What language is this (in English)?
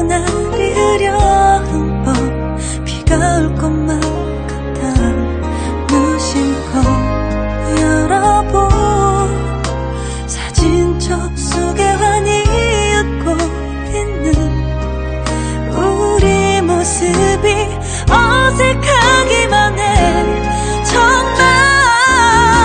Korean